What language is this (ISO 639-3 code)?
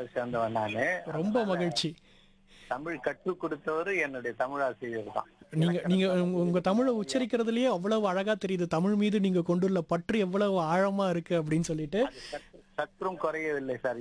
tam